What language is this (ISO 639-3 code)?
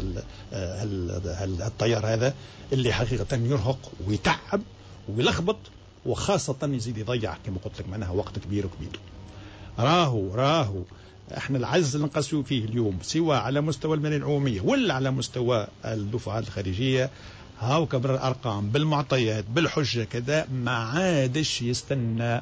aeb